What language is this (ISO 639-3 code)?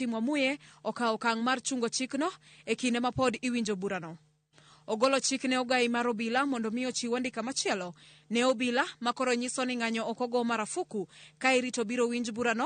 luo